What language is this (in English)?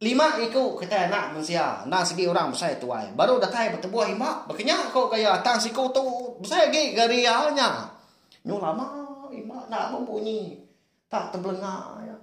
Iban